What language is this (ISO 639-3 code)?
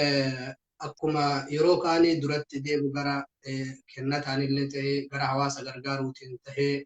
orm